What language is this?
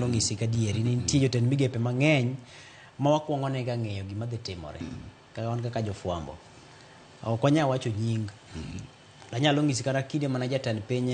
Luo (Kenya and Tanzania)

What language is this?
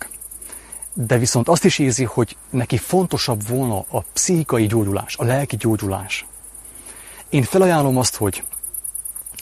Hungarian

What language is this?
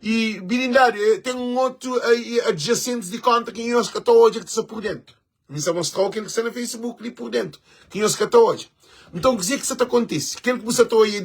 Kabuverdianu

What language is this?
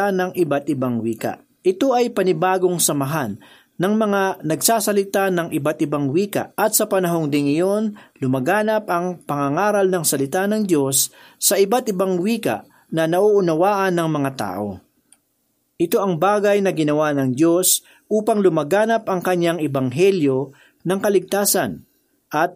Filipino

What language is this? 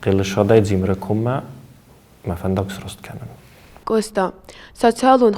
Ossetic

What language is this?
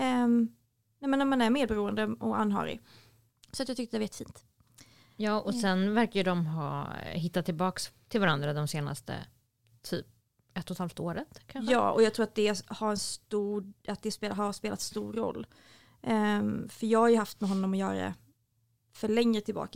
Swedish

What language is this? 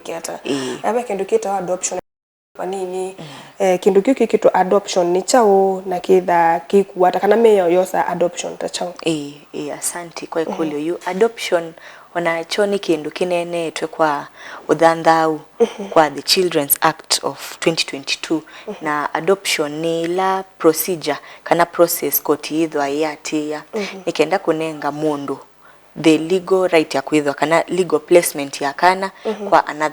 Kamba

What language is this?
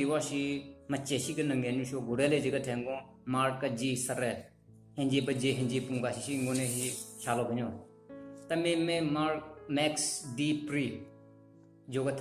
Southern Rengma Naga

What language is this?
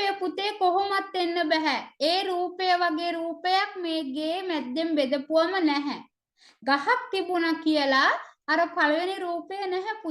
Sinhala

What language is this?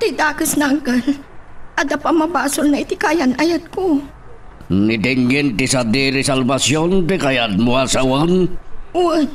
Iloko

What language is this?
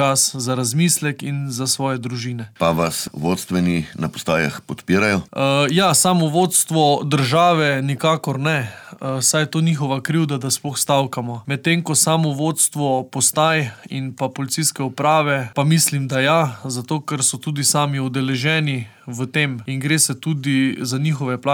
Slovenian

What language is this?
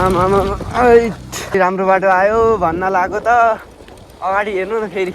Nepali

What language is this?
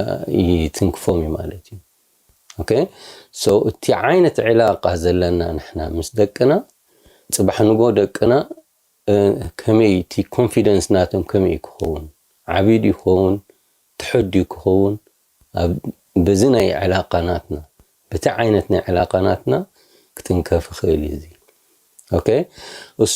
Tigrinya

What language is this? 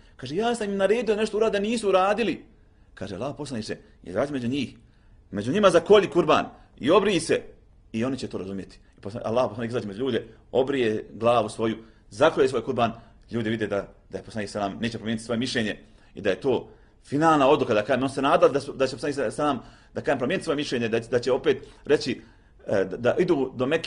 Bosnian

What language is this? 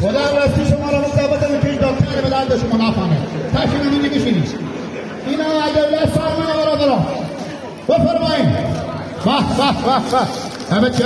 Hazaragi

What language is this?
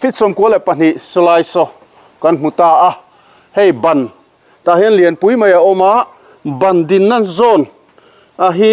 Mizo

